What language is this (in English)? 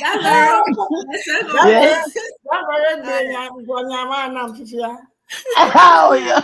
Ewe